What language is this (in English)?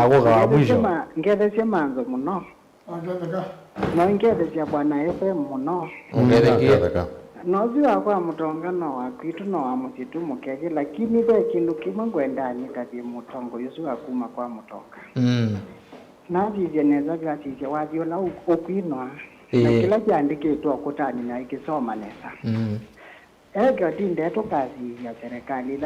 Kamba